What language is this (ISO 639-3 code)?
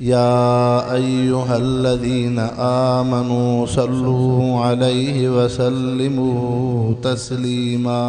snd